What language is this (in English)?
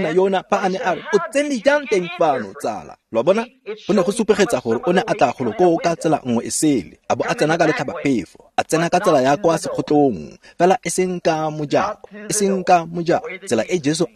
Tswana